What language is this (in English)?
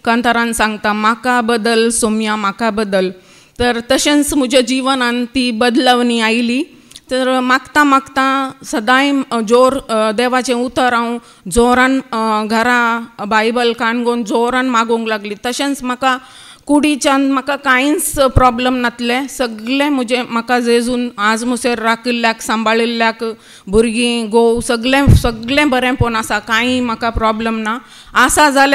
Konkani